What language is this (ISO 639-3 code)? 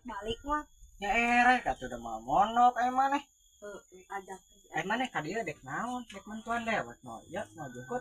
sun